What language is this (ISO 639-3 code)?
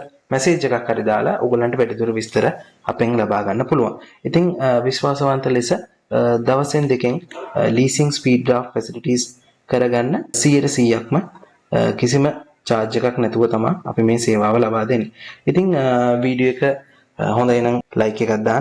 sin